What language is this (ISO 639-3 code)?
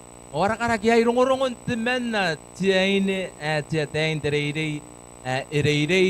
gil